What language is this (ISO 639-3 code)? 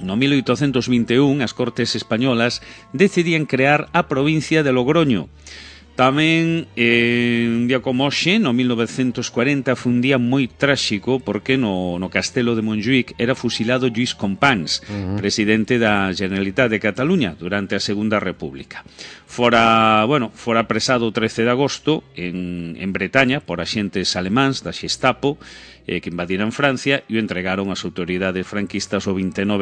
glg